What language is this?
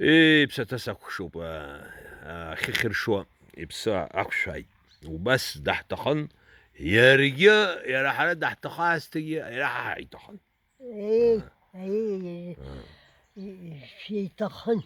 Abkhazian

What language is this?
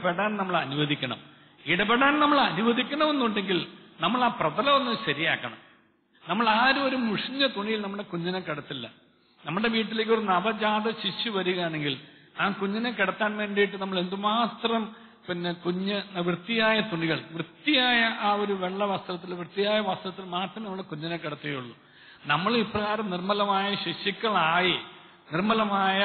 Malayalam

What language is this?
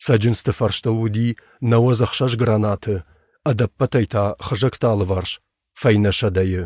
Ossetic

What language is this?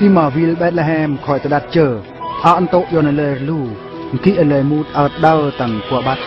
Eastern Bru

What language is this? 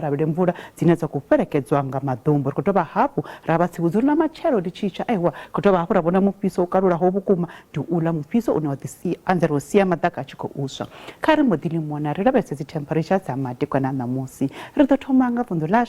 Venda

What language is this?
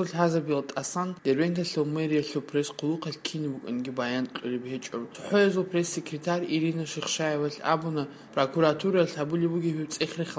Avaric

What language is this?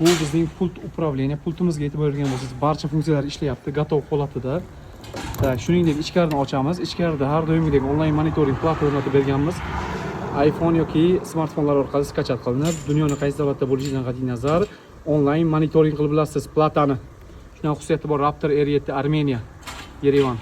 Uzbek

